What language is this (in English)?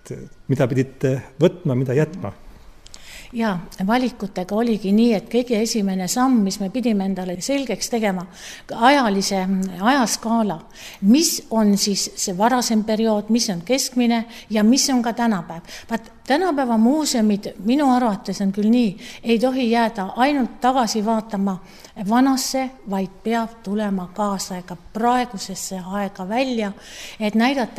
Estonian